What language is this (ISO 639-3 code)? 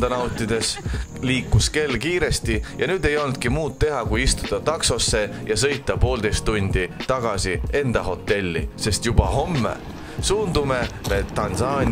est